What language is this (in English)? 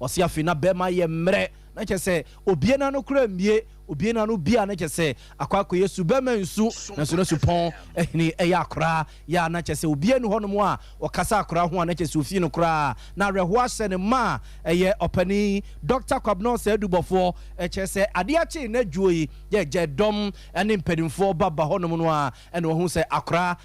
Akan